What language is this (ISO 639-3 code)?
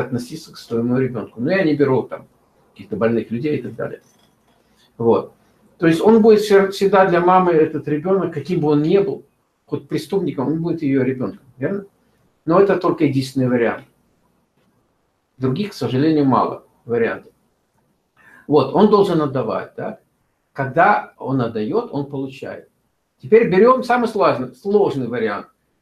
rus